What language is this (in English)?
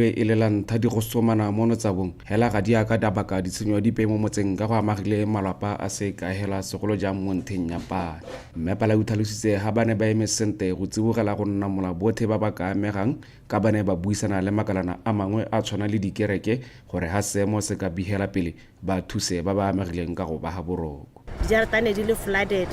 Tswana